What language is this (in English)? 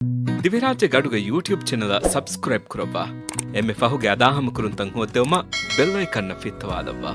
Divehi